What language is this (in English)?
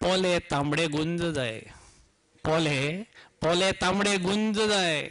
Konkani